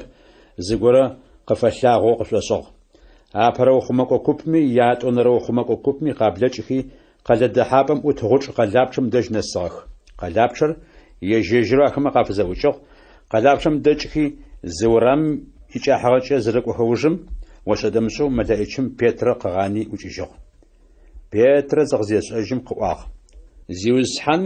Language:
Adyghe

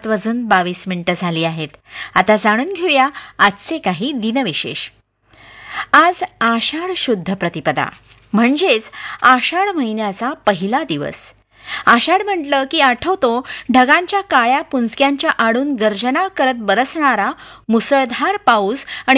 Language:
Marathi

